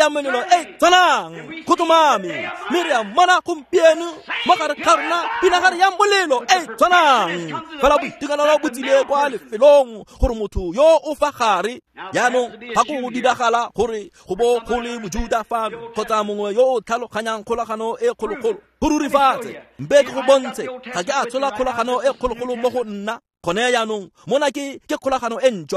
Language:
Tswana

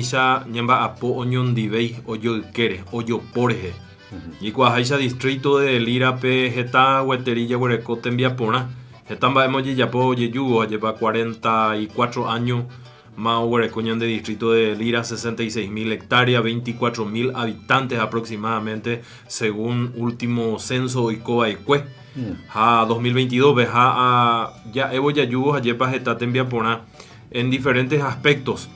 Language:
Guarani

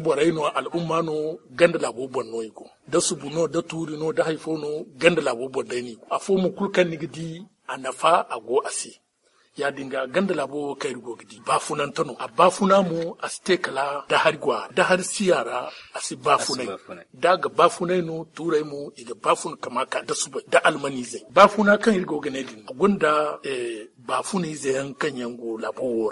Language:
Zarma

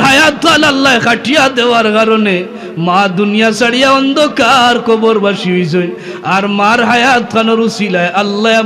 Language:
Sylheti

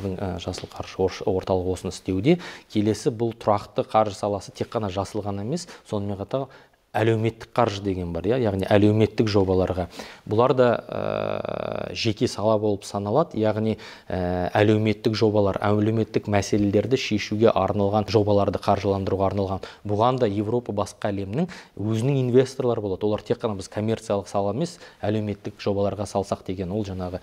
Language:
Kazakh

